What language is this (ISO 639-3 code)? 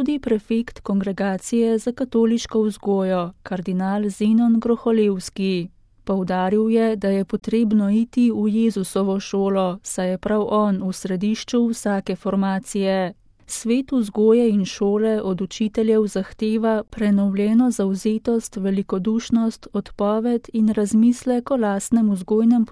slv